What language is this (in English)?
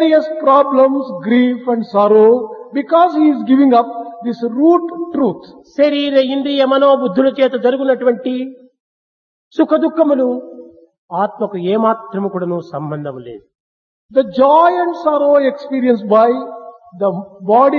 Telugu